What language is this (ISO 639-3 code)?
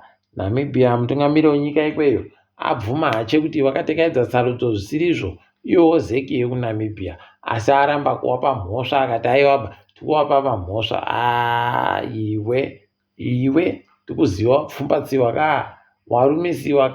ndc